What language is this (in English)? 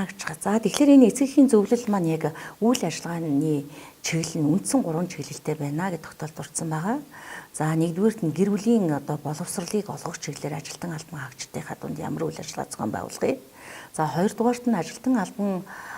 Mongolian